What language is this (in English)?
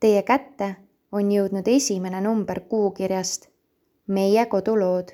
Estonian